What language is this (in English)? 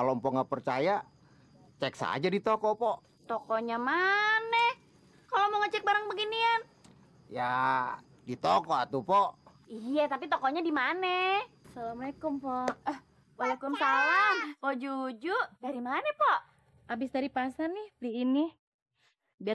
Betawi